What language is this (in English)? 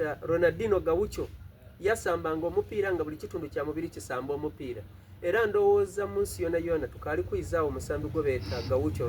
Soga